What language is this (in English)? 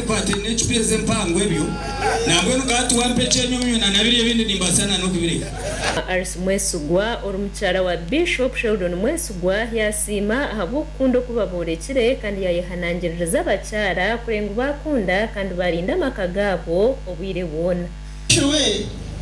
Nyankole